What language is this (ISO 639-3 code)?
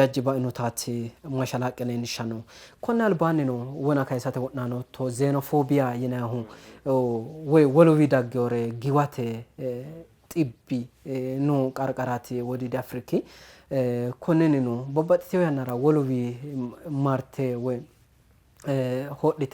sid